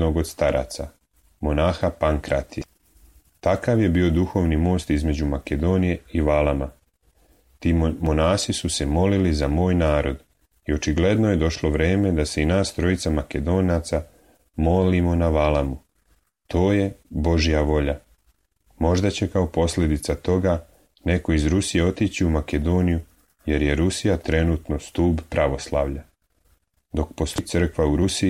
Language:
Serbian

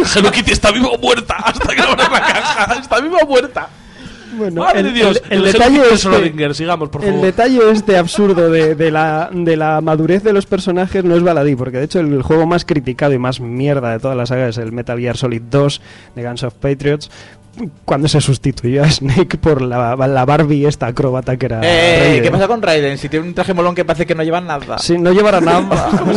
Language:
Spanish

